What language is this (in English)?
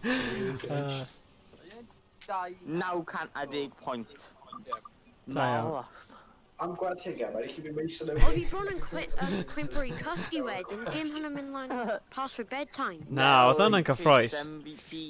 Welsh